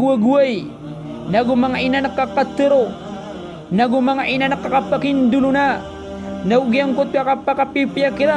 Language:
Maranao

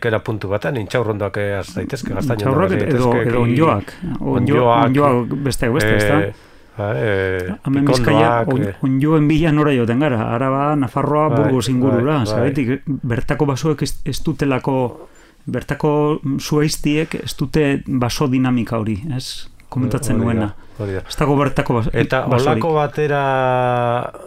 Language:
Basque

